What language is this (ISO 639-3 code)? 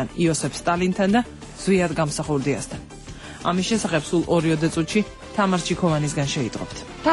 kat